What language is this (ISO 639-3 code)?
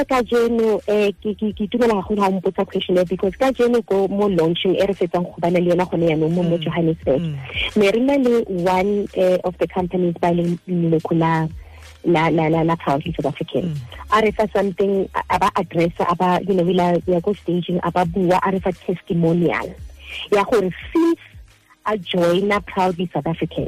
sot